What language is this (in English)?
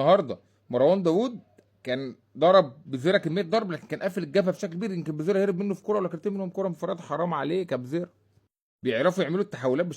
Egyptian Arabic